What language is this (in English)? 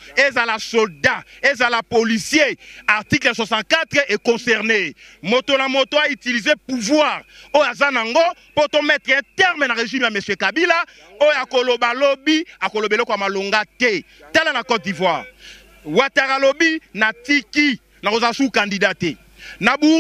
Lingala